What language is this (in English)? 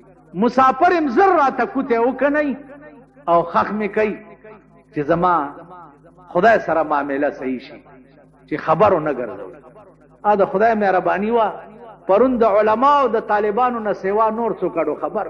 Pashto